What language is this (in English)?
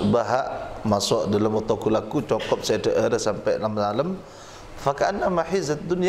Madurese